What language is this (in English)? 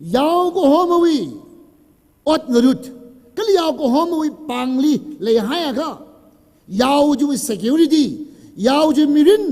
Tangkhul Naga (India)